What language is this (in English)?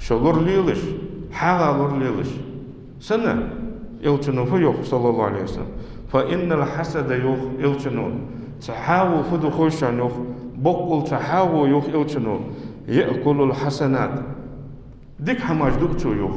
Ingush